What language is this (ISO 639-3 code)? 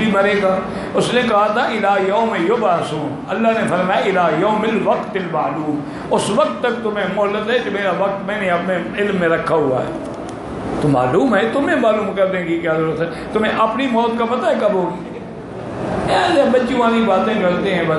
urd